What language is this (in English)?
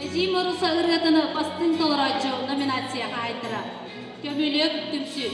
Yakut